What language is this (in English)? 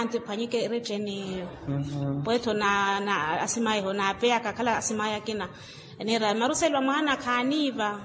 Makhuwa